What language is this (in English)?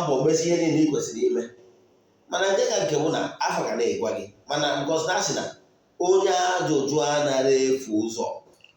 Igbo